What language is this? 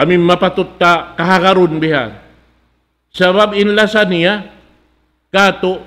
Tausug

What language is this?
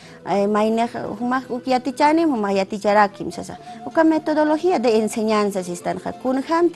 Aymara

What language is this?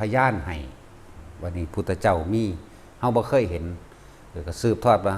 Northeastern Thai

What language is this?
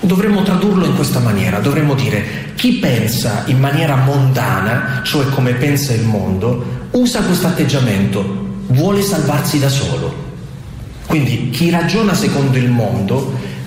Italian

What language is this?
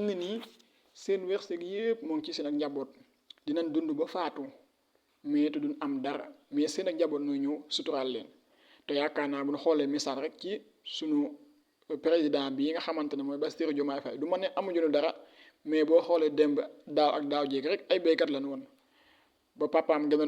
Wolof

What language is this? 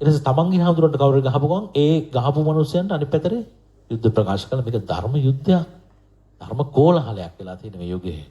Sinhala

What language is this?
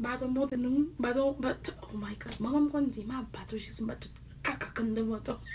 Haitian Creole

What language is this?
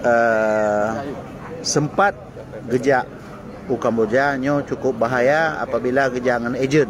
Achinese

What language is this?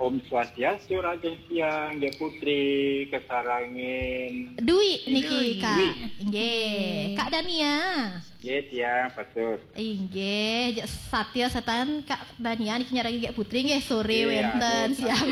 Balinese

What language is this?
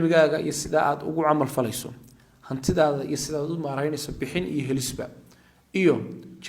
Somali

